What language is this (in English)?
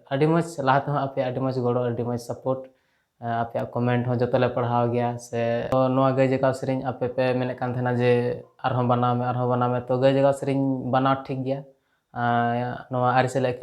Santali